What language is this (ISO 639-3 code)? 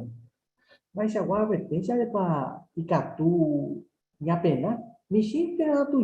grn